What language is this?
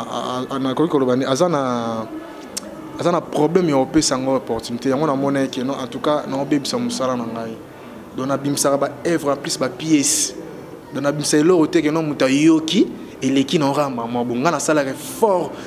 Lingala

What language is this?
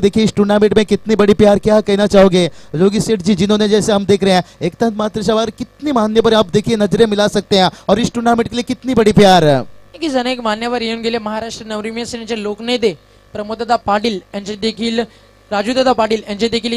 Marathi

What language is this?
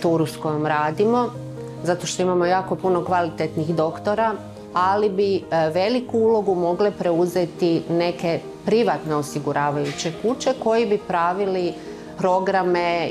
Croatian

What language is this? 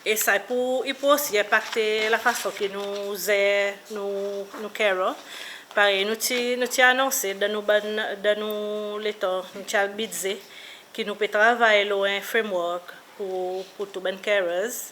Seselwa Creole French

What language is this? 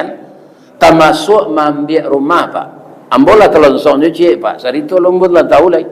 Minangkabau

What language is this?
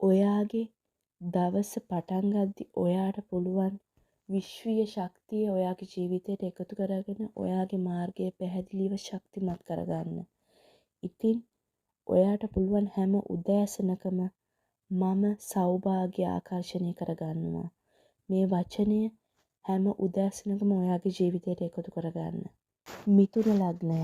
Sinhala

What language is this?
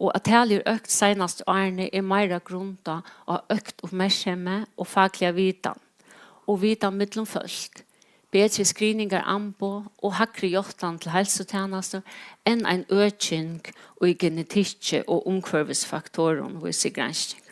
Faroese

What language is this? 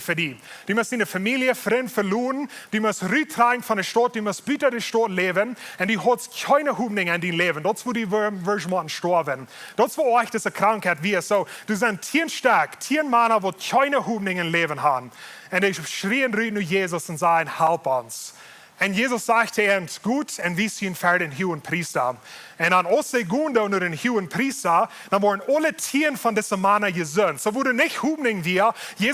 Plautdietsch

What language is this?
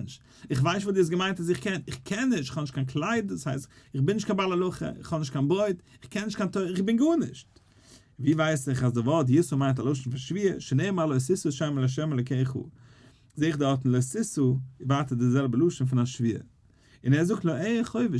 Yiddish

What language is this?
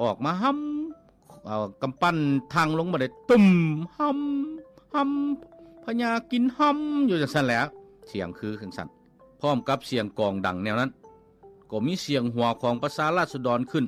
Lao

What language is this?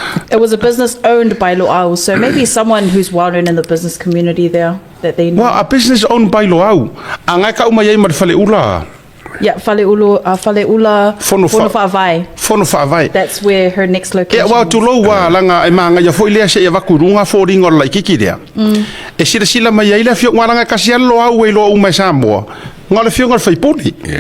Samoan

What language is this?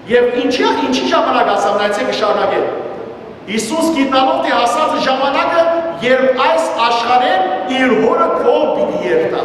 Western Armenian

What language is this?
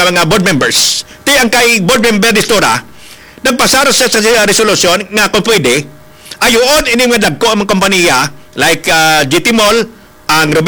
Hiligaynon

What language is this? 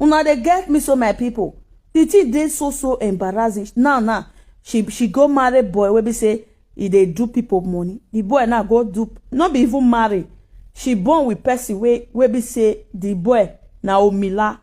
Nigerian Pidgin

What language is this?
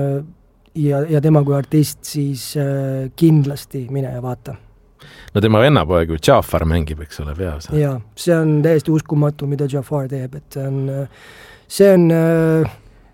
Estonian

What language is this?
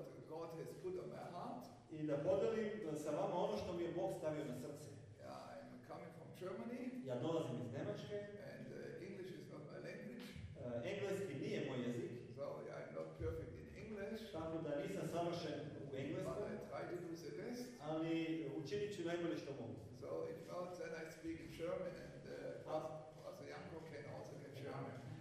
Croatian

